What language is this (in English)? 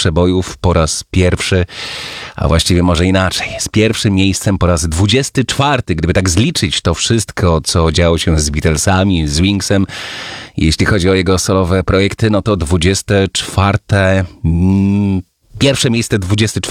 Polish